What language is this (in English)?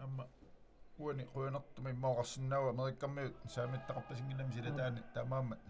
Kalaallisut